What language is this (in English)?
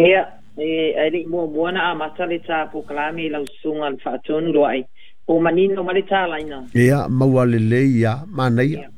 Samoan